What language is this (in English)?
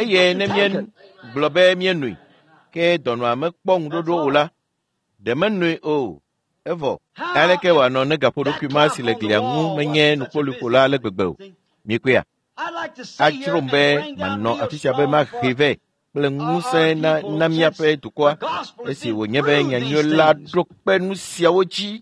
Ewe